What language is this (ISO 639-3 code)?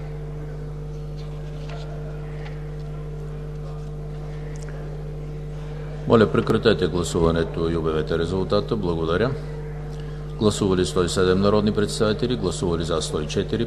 bul